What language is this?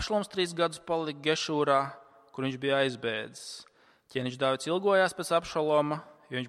Latvian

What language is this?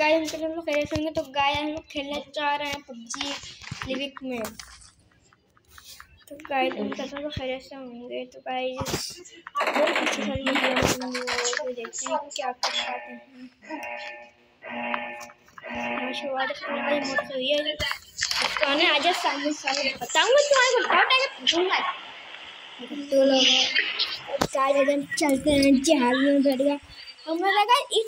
Hindi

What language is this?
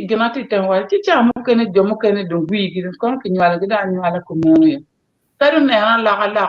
Acoli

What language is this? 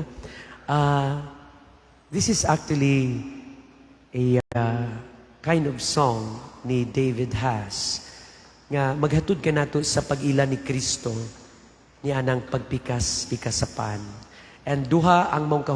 Cebuano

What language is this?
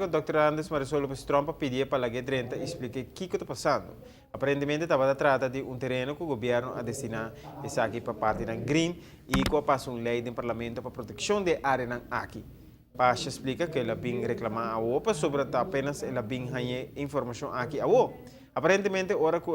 Papiamento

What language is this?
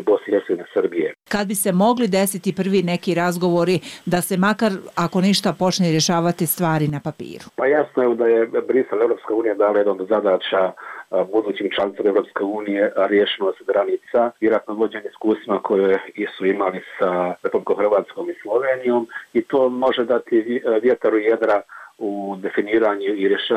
Bosnian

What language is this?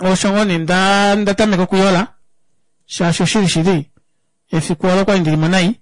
Kuanyama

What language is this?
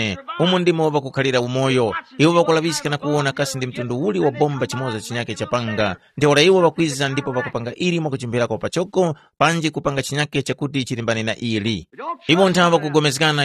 Tumbuka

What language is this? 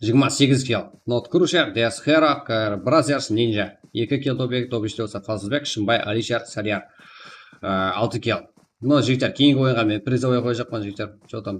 Kara-Kalpak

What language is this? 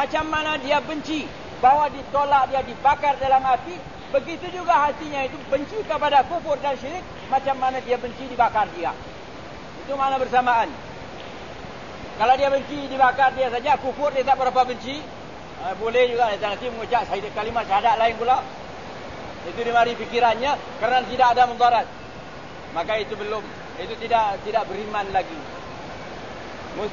Malay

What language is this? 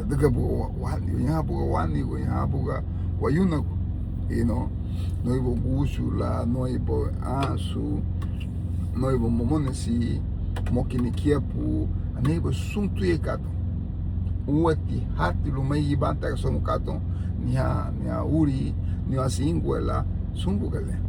Garifuna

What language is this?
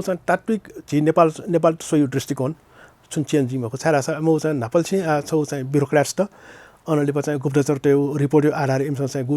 Newari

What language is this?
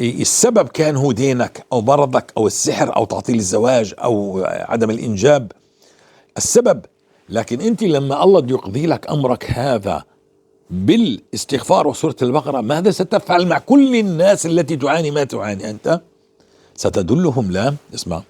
North Levantine Arabic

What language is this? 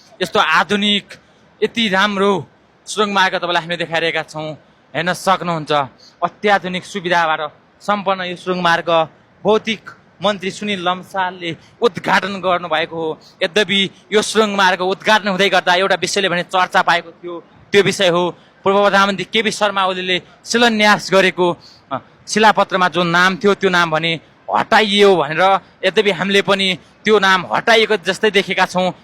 Nepali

